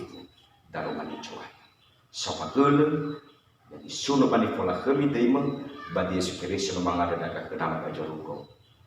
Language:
Nias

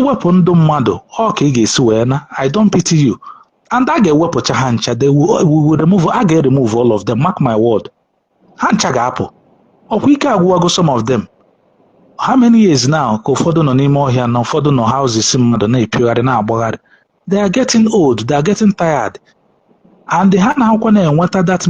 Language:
Igbo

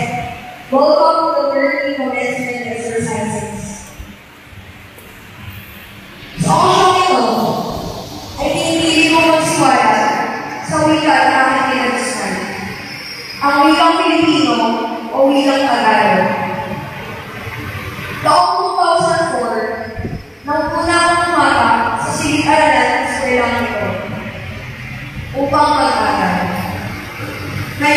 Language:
Filipino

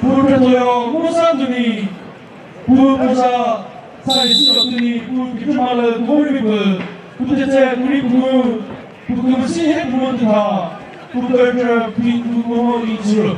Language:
Chokri Naga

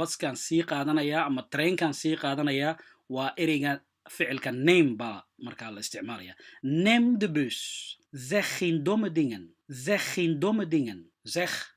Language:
Somali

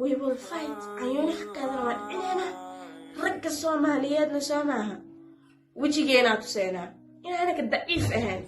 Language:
Somali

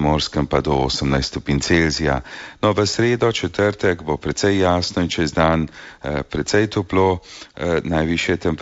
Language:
Slovenian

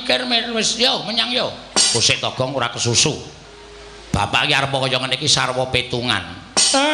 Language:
Javanese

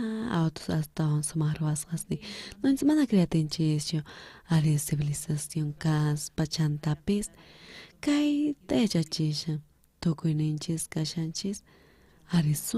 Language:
South Bolivian Quechua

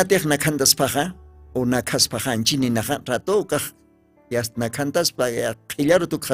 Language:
Aymara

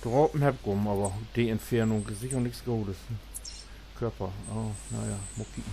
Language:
Low German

